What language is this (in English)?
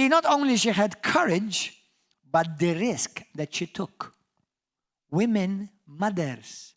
English